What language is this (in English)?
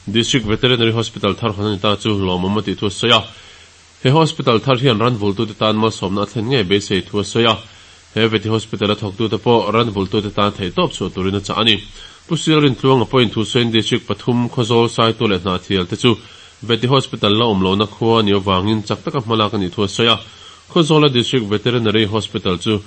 Mizo